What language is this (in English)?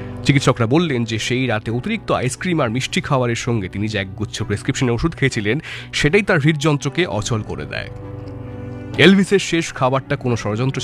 Bangla